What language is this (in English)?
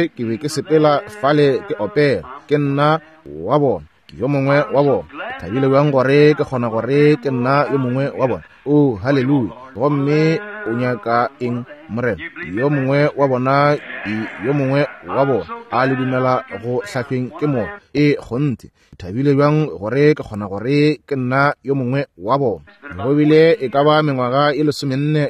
Northern Sotho